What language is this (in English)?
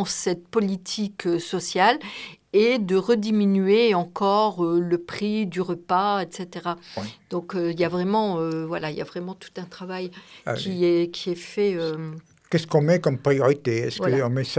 French